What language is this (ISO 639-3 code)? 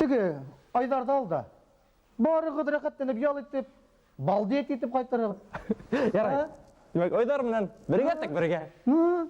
bak